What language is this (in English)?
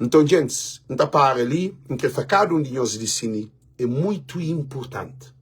Kabuverdianu